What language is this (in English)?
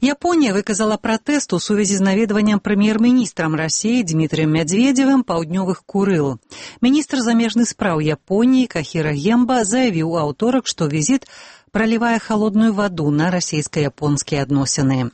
Belarusian